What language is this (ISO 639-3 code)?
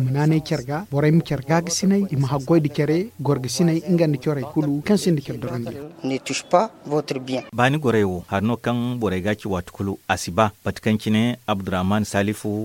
dje